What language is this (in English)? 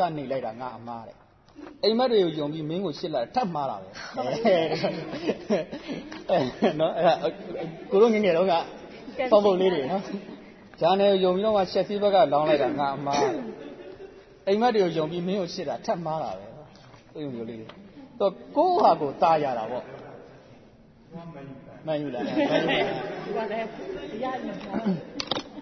Burmese